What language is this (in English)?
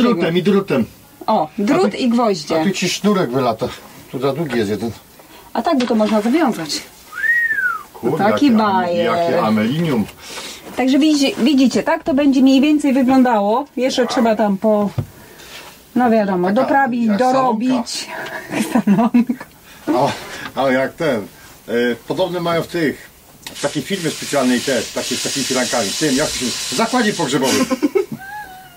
Polish